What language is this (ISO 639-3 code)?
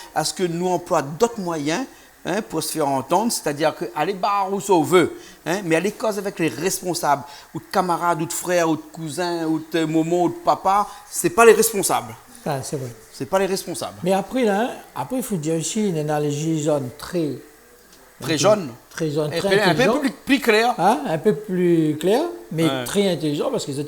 rcf